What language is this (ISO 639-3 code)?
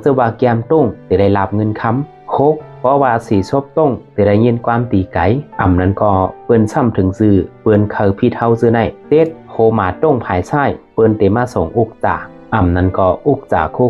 shn